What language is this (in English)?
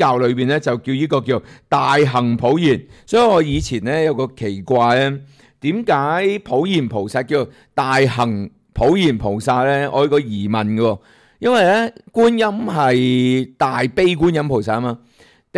Cantonese